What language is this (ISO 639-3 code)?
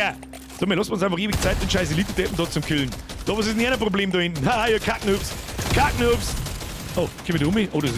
bar